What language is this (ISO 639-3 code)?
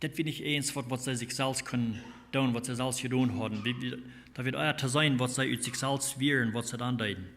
pdt